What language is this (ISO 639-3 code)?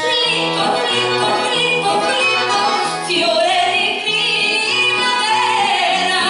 nap